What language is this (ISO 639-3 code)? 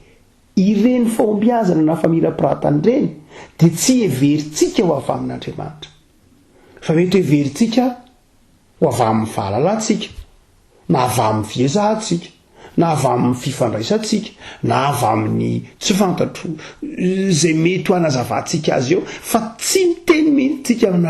mlg